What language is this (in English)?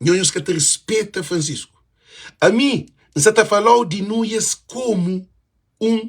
Kabuverdianu